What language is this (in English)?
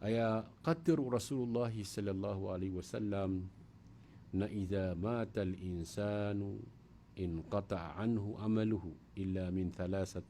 Maranao